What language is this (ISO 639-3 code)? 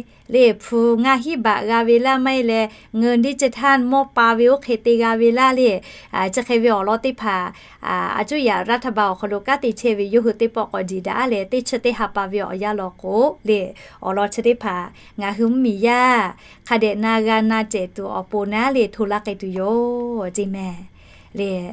lhu